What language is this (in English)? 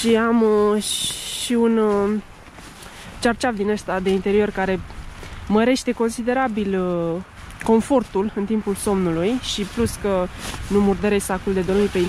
Romanian